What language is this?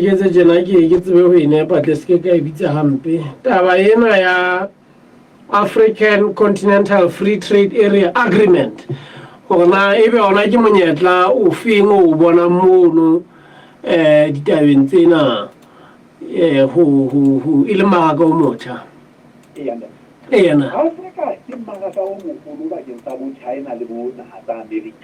Southern Sotho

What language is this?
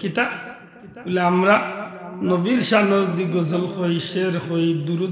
Sylheti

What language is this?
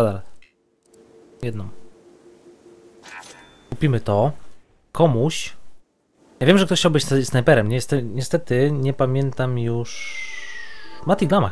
Polish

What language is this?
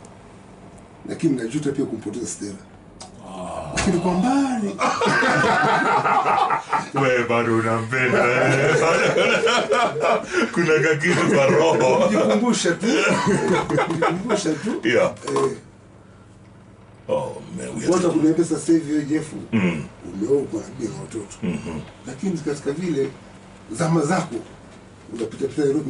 Swahili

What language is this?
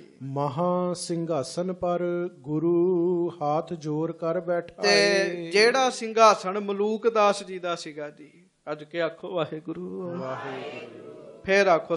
Punjabi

